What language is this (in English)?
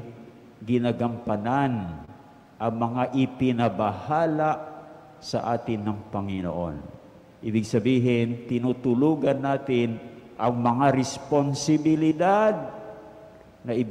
Filipino